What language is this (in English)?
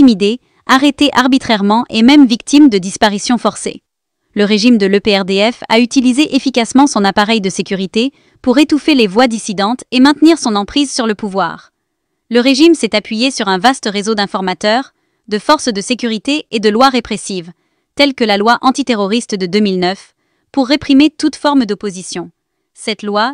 French